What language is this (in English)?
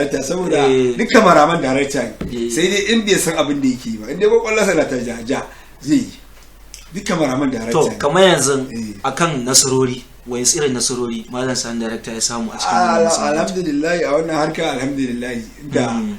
Hausa